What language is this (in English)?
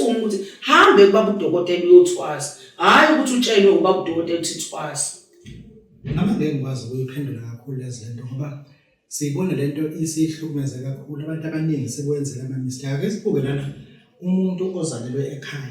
Zulu